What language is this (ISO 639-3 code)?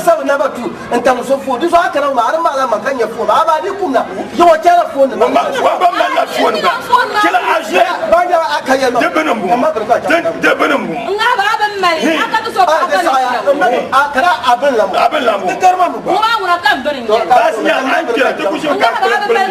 dag